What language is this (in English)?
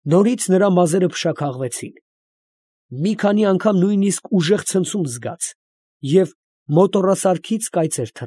Armenian